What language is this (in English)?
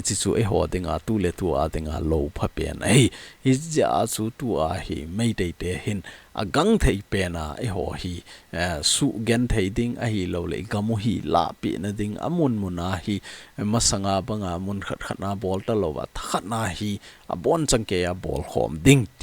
Thado Chin